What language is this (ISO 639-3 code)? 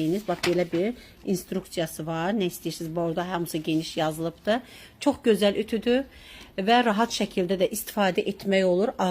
aze